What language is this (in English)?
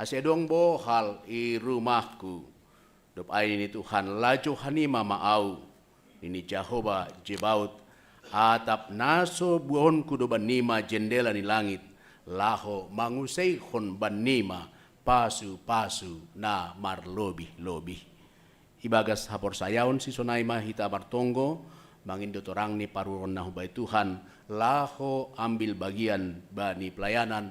Batak Simalungun